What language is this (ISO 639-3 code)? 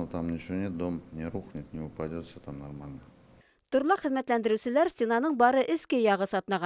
bak